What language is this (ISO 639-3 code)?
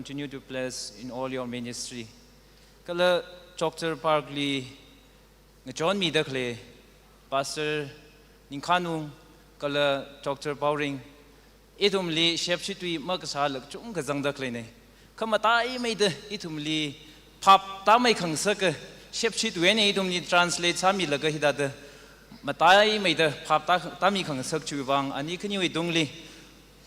nmf